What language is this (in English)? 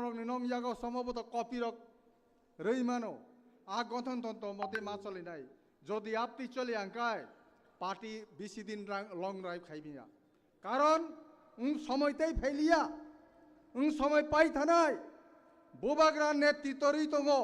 Kok Borok